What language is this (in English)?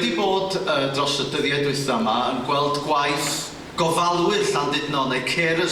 Welsh